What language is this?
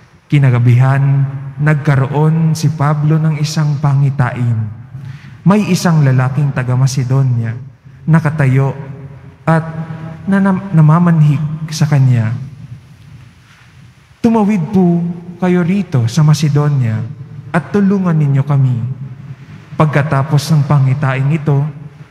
Filipino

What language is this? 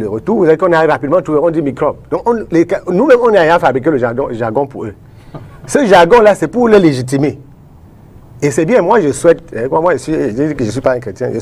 French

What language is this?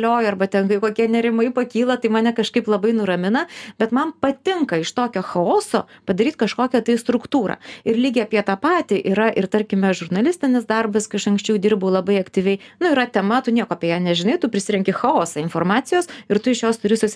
Lithuanian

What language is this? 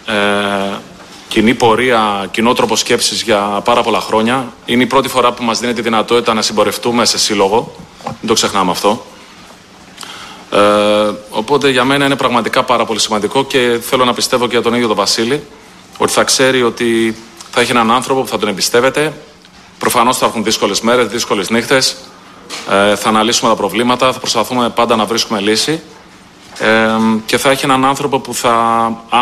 Greek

